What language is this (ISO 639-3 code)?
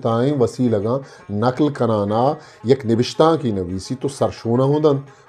bgp